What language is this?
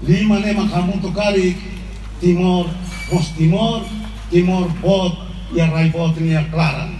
Tetum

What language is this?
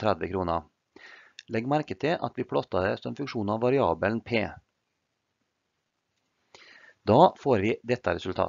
Norwegian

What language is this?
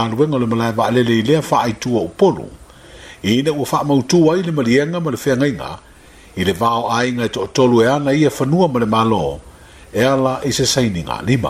Samoan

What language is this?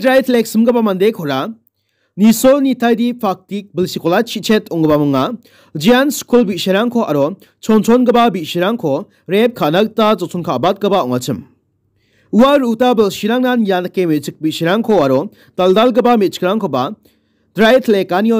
Garo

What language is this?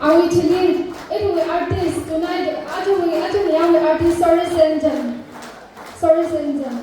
Tangkhul Naga (India)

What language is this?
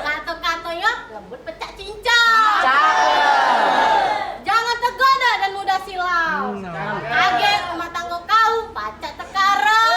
Musi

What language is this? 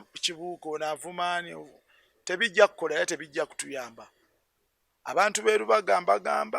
Ganda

